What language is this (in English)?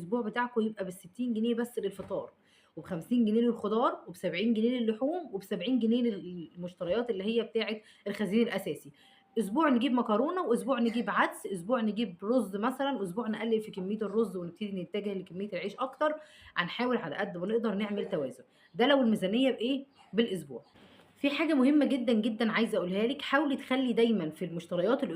Egyptian Arabic